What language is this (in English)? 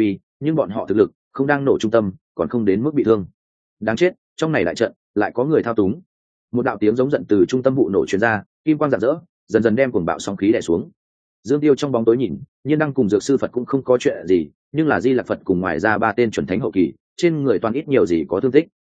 Vietnamese